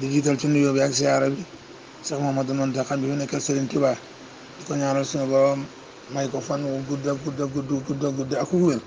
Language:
Wolof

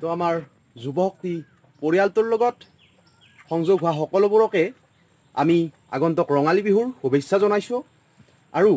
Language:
Assamese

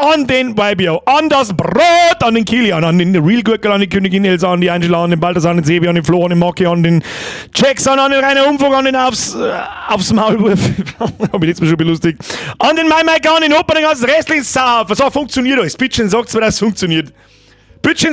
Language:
Bavarian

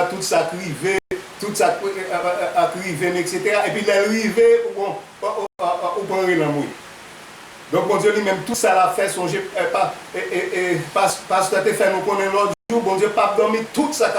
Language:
Haitian Creole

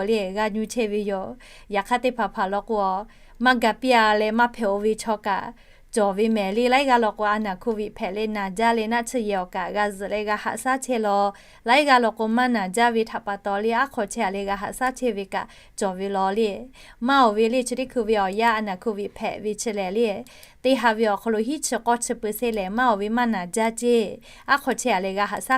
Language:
Lahu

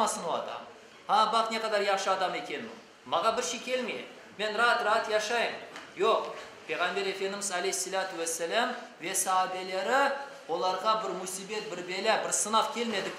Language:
Crimean Tatar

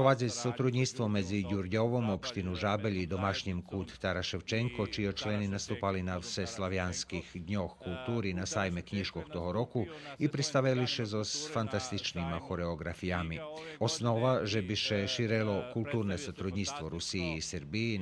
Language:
Rusyn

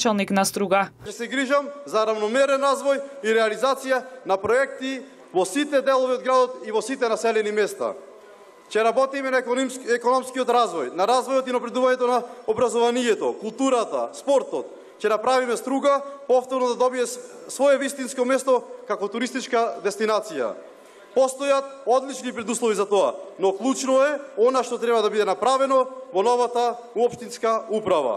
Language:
Macedonian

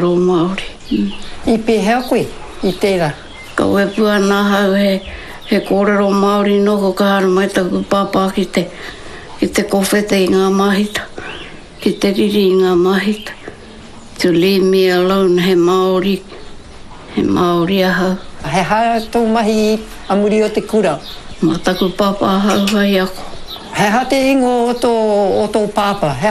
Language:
Māori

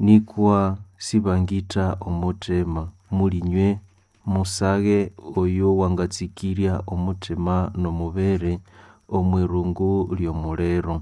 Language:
Nande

